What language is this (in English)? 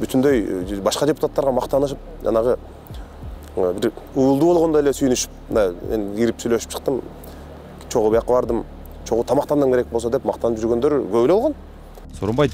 Kyrgyz